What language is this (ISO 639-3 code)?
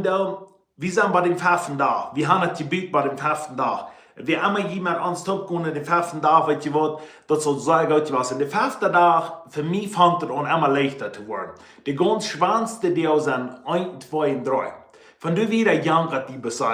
pdt